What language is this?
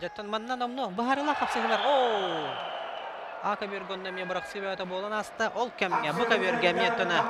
Yakut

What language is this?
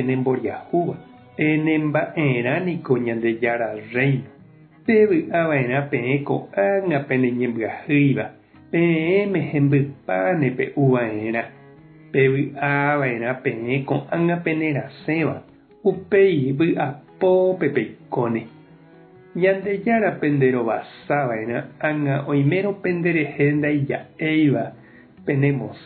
Guarani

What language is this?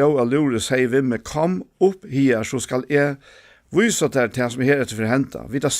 Faroese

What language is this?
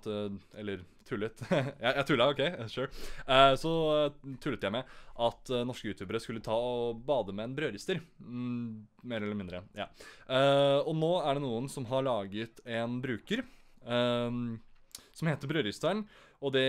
Norwegian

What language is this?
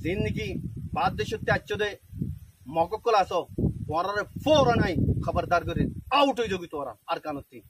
Rohingya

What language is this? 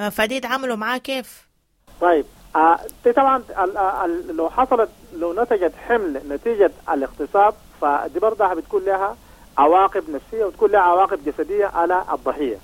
Sudanese Arabic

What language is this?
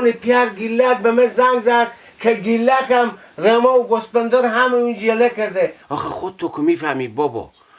Persian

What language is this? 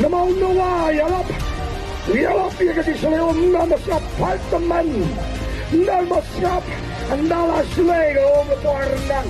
Khasi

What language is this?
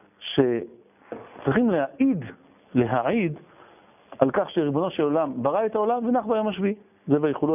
Hebrew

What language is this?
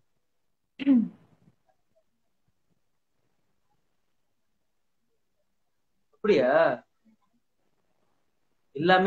Tamil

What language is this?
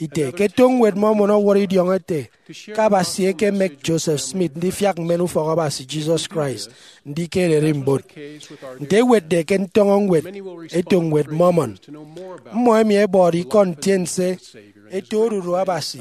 Efik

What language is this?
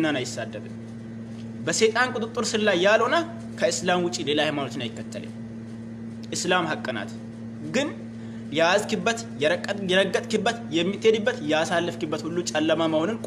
Amharic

